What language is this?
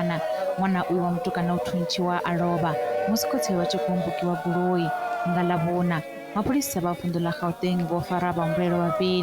Venda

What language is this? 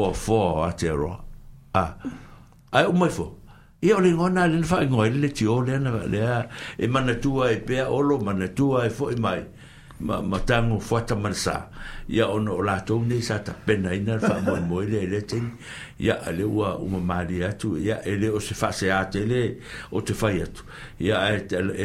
Samoan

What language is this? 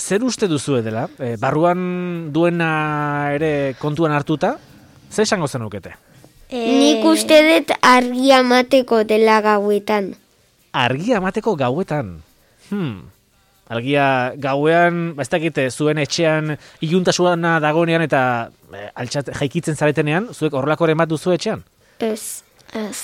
Basque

